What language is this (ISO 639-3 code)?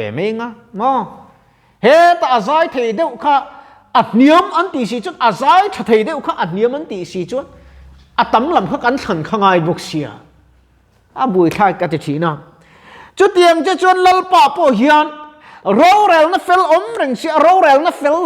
lus